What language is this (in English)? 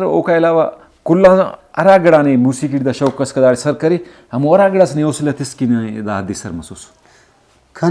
Brahui